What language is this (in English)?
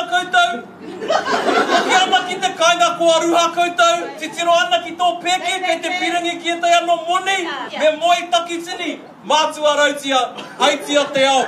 Māori